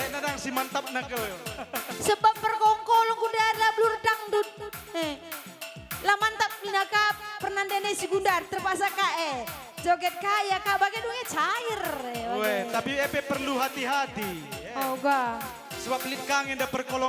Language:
Batak Karo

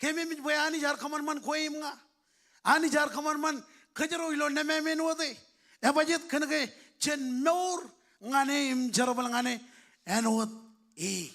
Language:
Marshallese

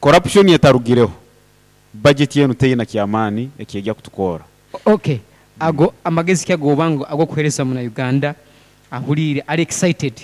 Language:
Nyoro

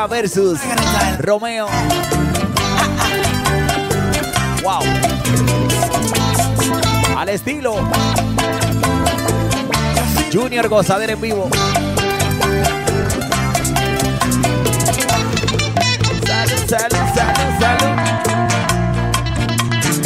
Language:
Spanish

